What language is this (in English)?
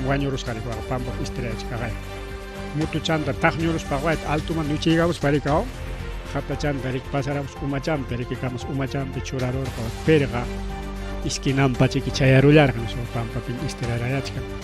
Ayacucho Quechua